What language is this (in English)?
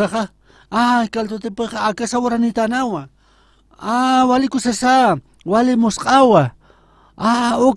Aymara